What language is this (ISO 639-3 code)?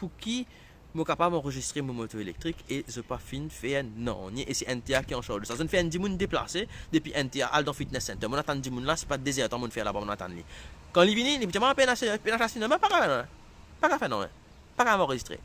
mfe